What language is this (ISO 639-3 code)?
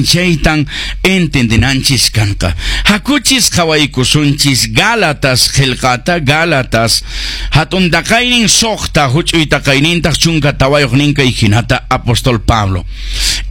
que